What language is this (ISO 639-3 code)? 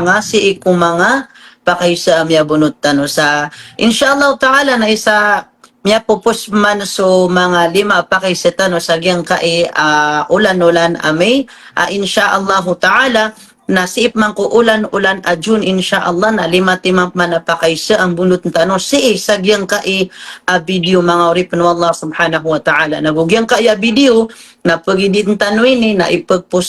mrw